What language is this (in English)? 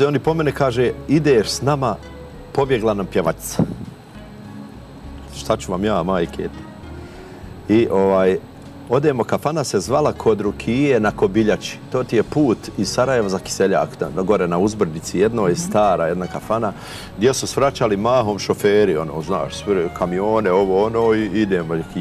Bosnian